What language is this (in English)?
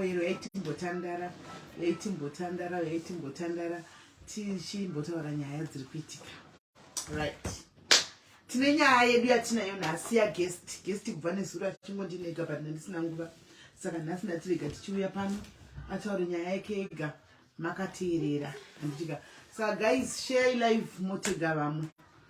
Shona